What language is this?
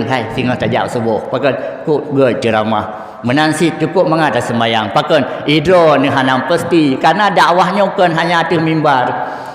Achinese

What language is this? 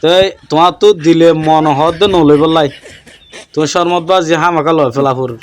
Rohingya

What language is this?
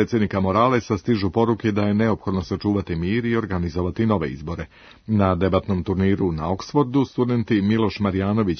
Serbian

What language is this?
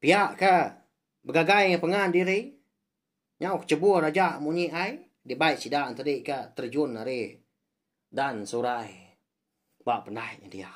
Iban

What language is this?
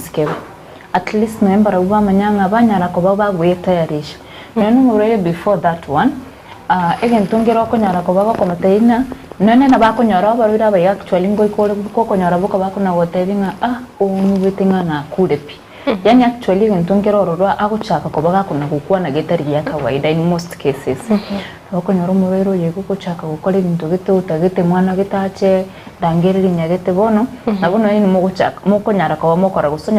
Gusii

